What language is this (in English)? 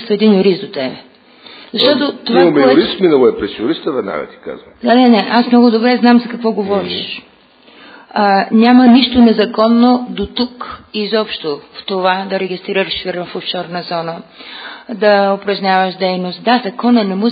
Bulgarian